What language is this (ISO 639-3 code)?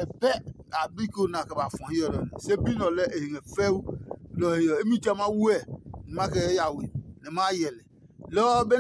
ada